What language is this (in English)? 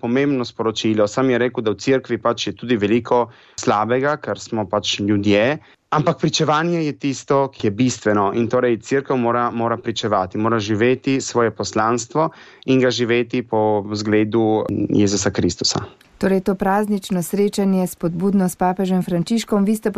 Slovenian